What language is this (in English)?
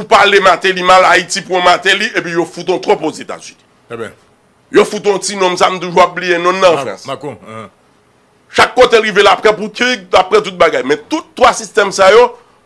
Haitian Creole